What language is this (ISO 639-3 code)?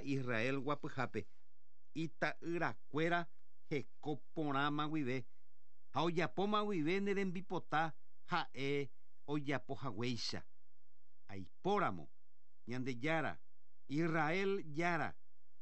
grn